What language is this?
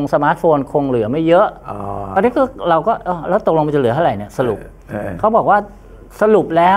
Thai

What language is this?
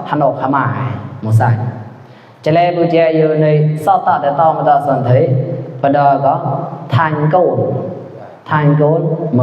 Mon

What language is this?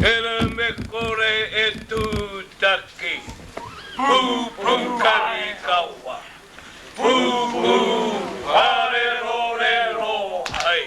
Māori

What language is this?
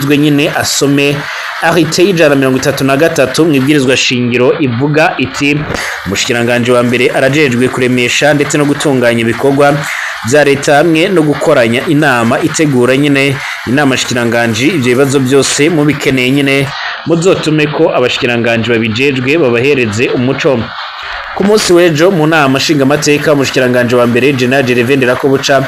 Rundi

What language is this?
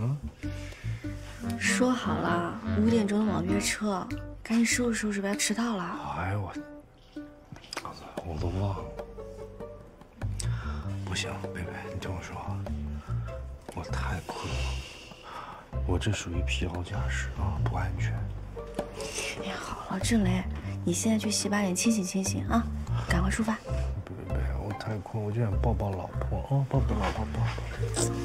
Chinese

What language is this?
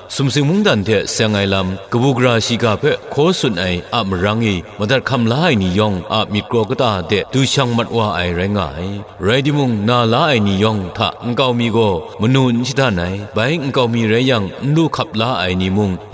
Kachin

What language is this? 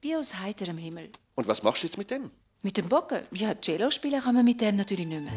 Swiss German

